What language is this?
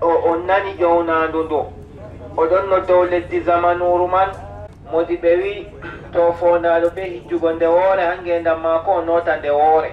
Adamawa Fulfulde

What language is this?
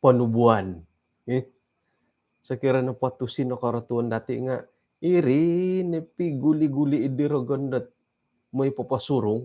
Central Dusun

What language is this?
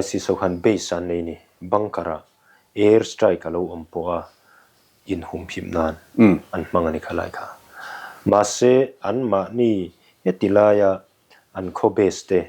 Mizo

